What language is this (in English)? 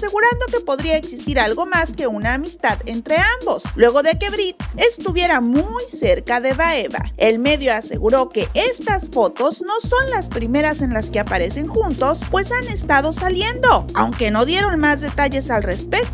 Spanish